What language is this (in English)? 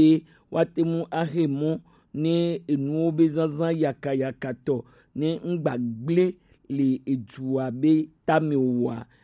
Gen